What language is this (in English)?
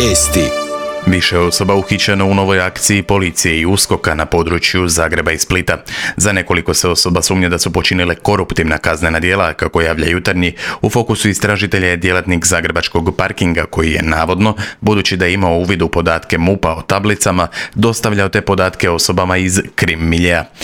Croatian